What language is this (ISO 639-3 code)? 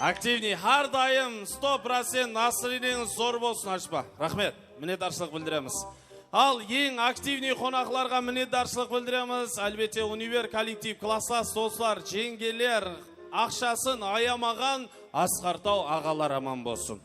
kaa